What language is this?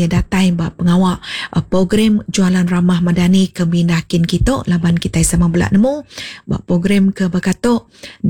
Iban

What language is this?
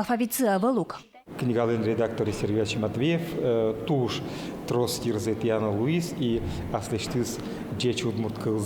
Udmurt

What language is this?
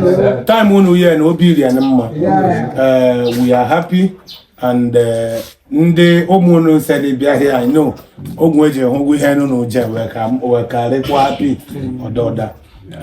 Igbo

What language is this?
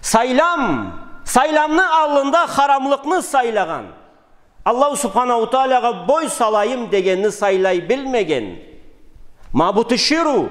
Karachay-Balkar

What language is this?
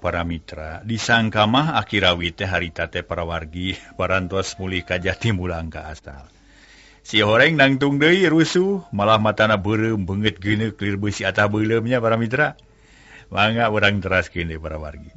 Sundanese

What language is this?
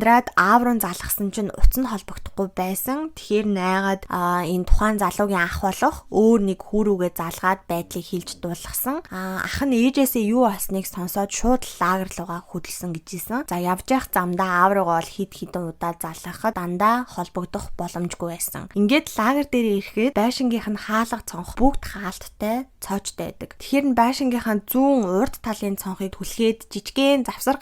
Mongolian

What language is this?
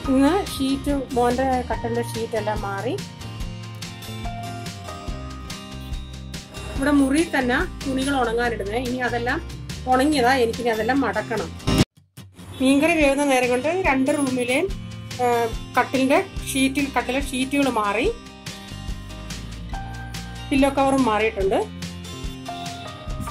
Malayalam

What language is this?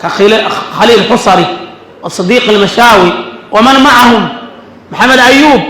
Somali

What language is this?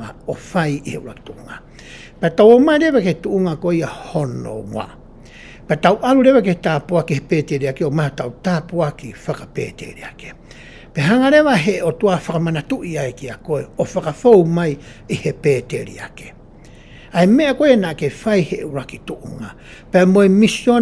Tongan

